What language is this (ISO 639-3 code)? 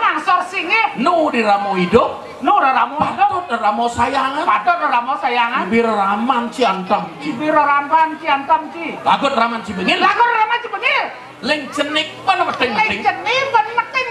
ban